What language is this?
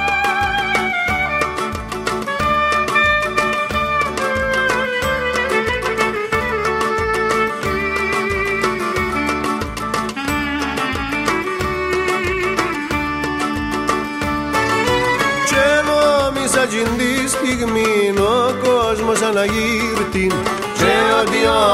Greek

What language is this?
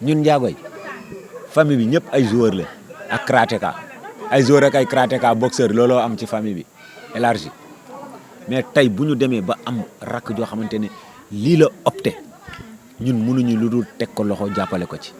Wolof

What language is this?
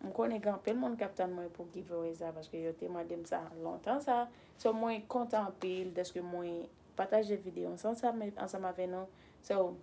Haitian Creole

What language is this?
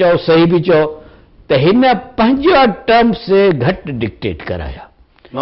Sindhi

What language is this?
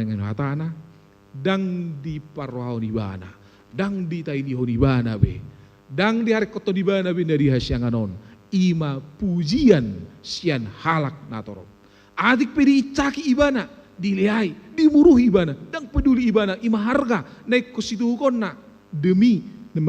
Batak Toba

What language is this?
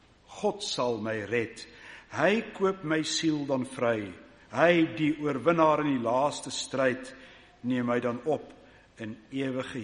Afrikaans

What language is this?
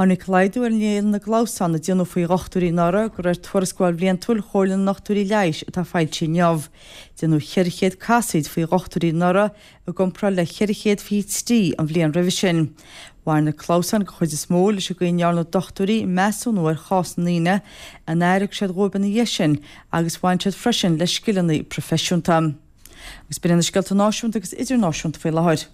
Irish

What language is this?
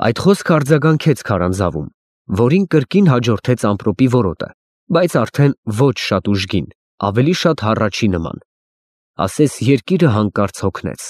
Armenian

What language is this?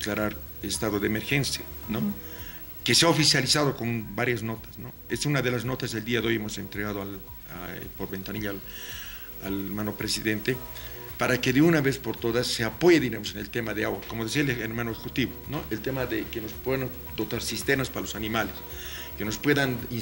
Spanish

